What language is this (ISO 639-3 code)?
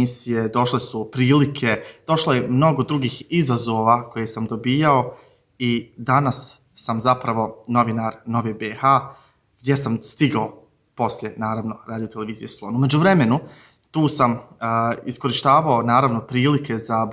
bos